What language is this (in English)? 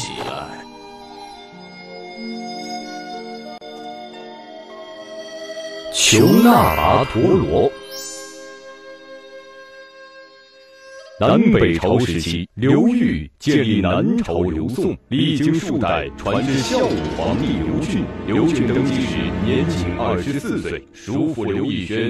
Chinese